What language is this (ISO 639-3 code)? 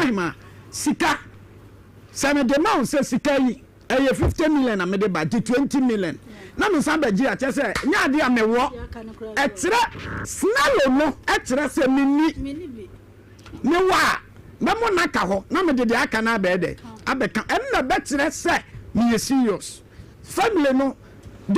aka